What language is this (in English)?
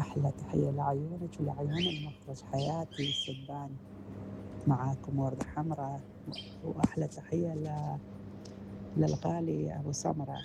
Mesopotamian Arabic